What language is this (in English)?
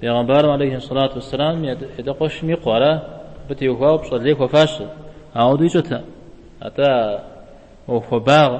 Kabardian